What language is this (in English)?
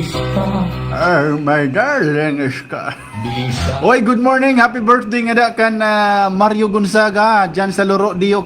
Waray